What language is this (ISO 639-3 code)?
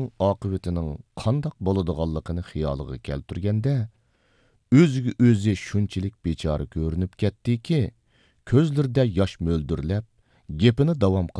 uig